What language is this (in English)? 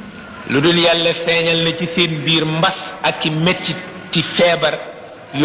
Wolof